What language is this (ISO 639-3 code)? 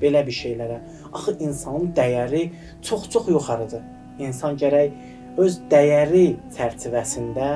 aze